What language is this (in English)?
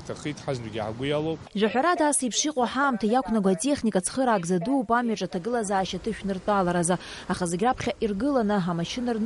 Abkhazian